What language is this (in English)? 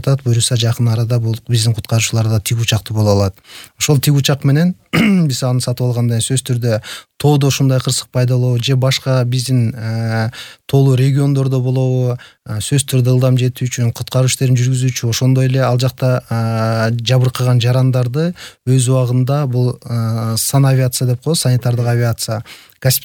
Kyrgyz